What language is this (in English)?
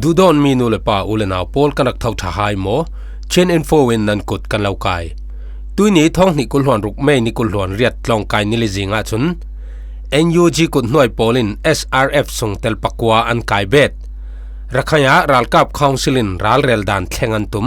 Falam Chin